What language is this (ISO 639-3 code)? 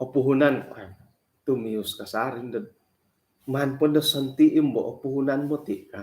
dtp